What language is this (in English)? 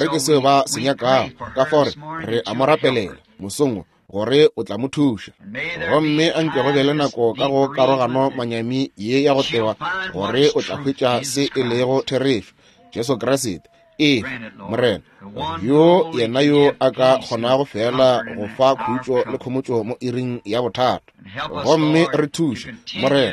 Northern Sotho